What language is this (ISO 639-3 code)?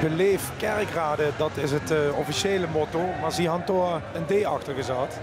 lim